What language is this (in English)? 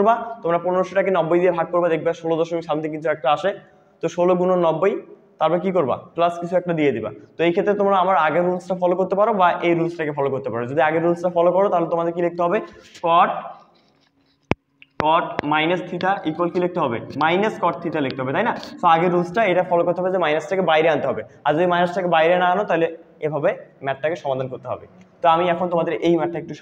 Bangla